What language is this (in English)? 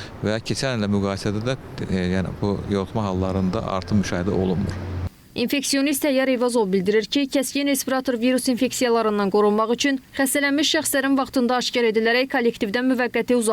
Azerbaijani